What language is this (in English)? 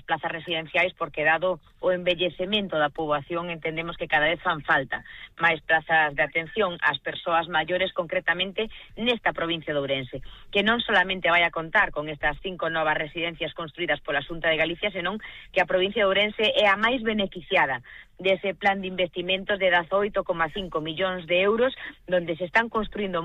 Galician